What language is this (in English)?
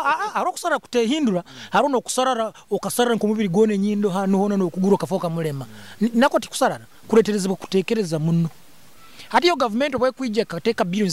Nyoro